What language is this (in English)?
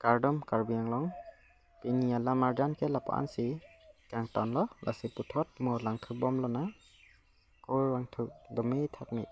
Karbi